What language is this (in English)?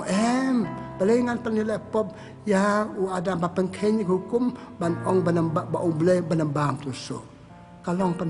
Khasi